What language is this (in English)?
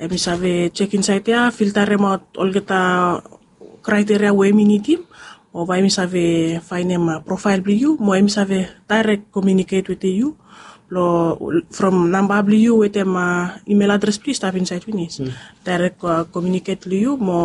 Bislama